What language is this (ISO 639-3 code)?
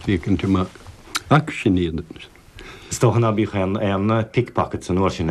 gle